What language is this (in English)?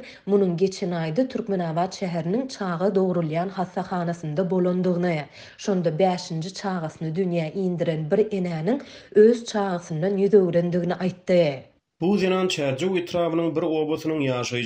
Turkmen